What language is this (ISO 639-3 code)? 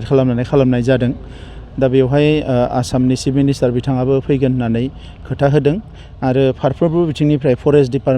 brx